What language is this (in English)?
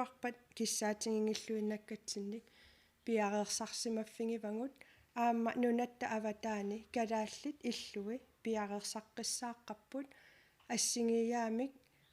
Kalaallisut